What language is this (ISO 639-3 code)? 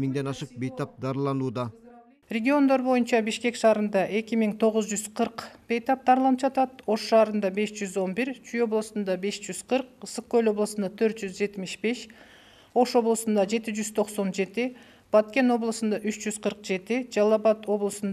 kir